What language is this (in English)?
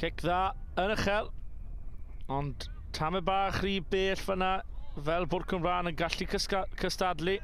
Welsh